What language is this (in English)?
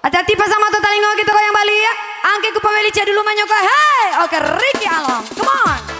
Minangkabau